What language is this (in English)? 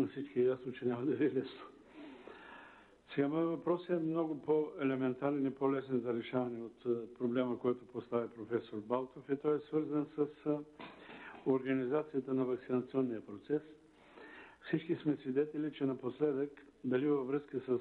Bulgarian